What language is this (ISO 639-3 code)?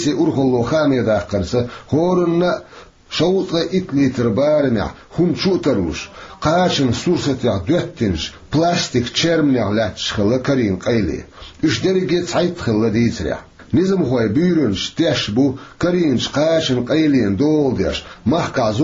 che